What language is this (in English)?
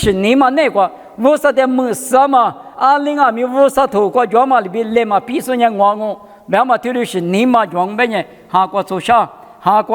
Lisu